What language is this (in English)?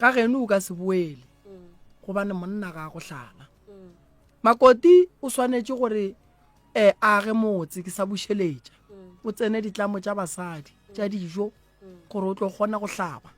Northern Sotho